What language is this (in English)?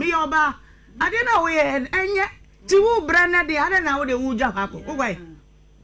Akan